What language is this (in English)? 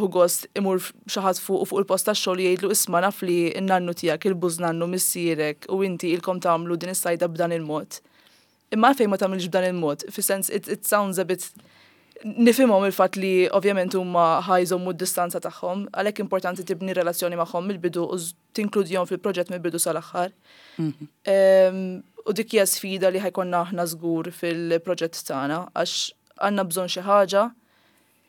Maltese